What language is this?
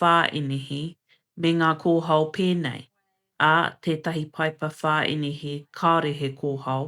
Māori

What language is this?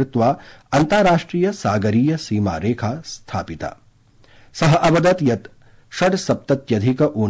Sanskrit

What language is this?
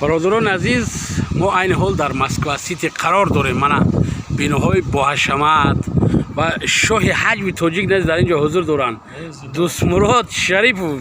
Tajik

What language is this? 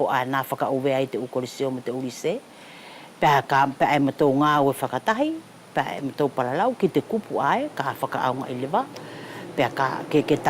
Wallisian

